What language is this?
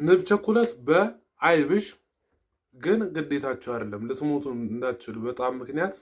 Amharic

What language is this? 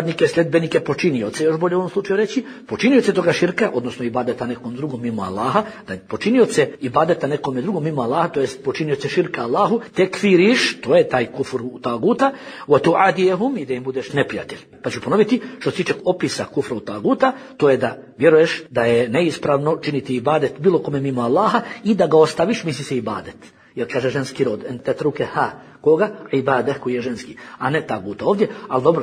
Bosnian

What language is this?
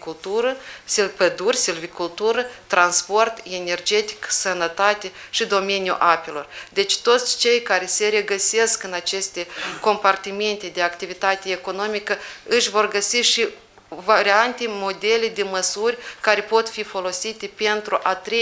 Romanian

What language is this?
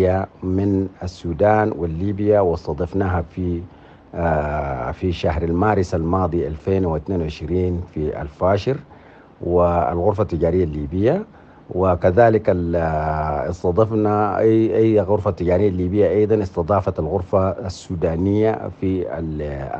Sudanese Arabic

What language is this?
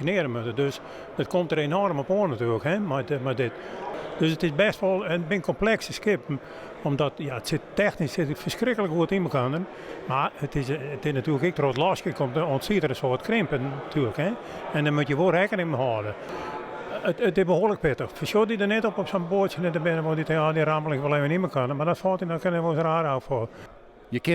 Western Frisian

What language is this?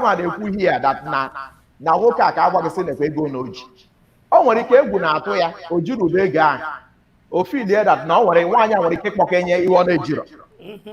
Igbo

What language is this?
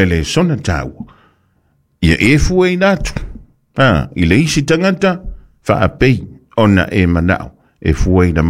Samoan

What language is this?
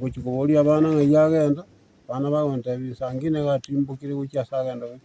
Gusii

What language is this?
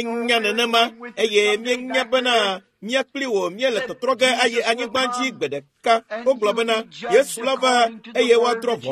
Ewe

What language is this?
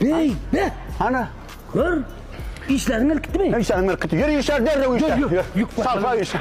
Turkmen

